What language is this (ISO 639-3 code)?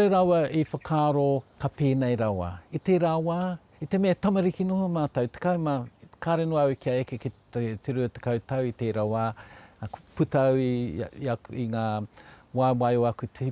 mri